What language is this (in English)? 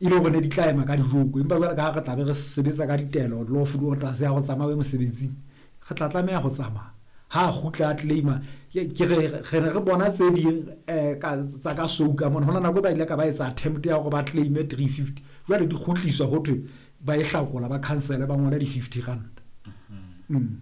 Southern Sotho